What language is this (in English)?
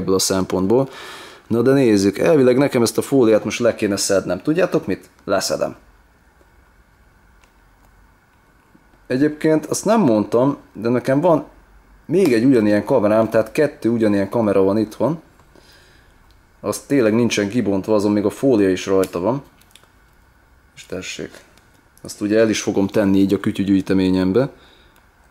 Hungarian